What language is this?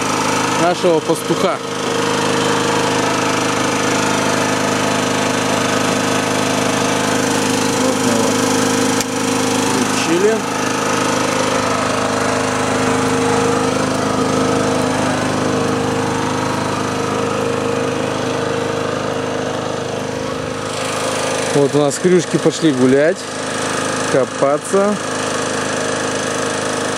Russian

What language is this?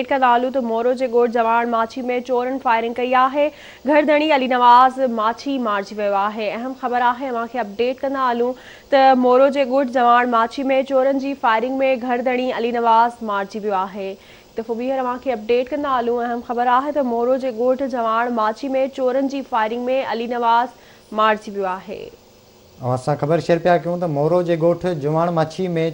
Sindhi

